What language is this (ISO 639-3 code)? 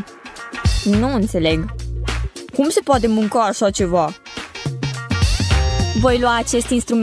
ron